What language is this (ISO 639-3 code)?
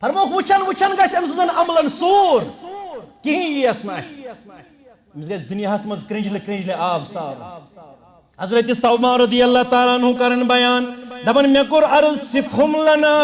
kas